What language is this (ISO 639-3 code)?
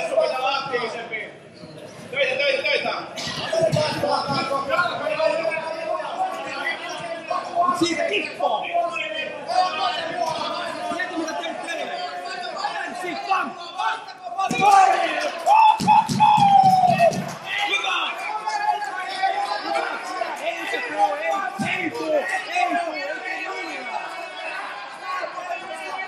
fin